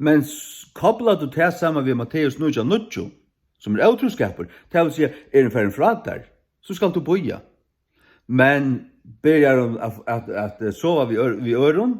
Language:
Faroese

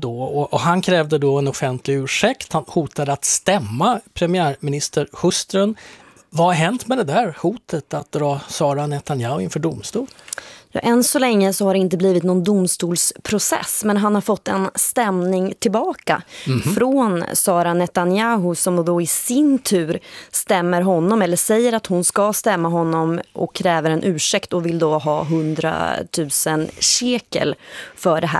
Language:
Swedish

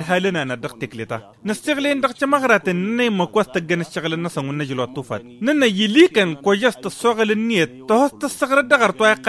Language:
Tamasheq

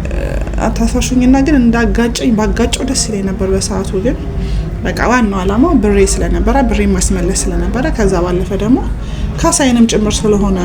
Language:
Amharic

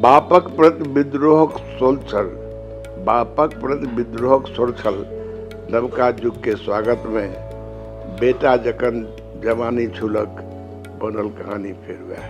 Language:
Maithili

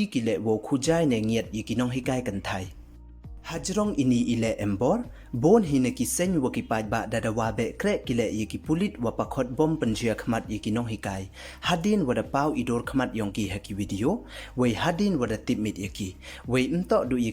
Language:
Pnar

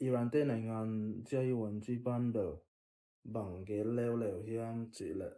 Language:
Tedim Chin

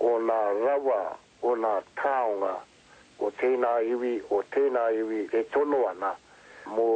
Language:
Māori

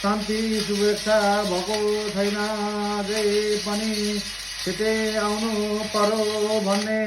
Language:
Nepali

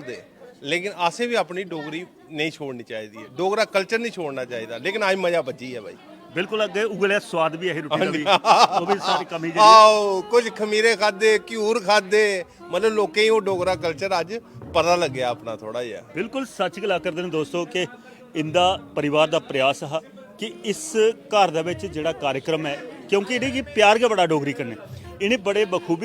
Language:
Dogri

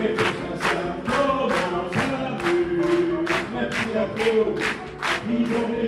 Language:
Picard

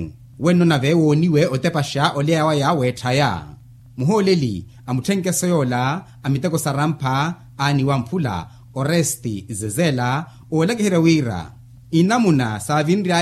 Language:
Makhuwa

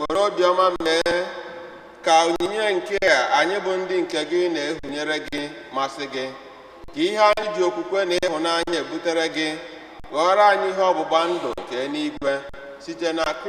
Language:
Igbo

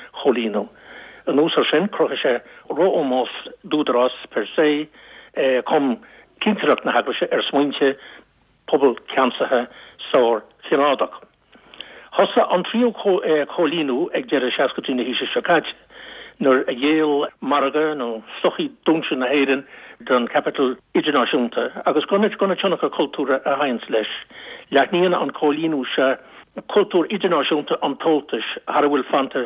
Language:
Irish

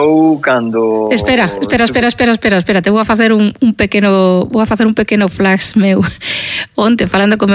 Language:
Galician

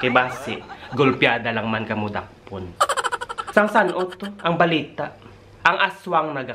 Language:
Hiligaynon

